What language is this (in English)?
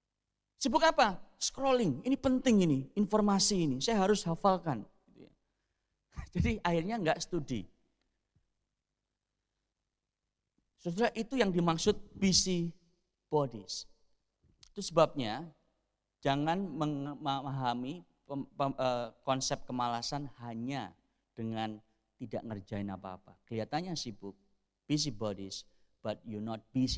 Indonesian